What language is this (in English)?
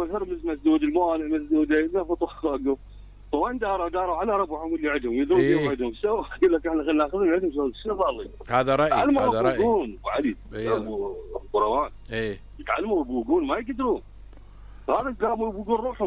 Mesopotamian Arabic